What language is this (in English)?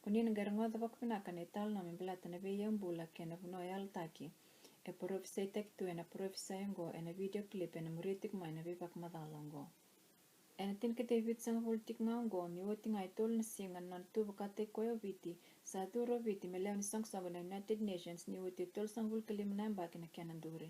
Fijian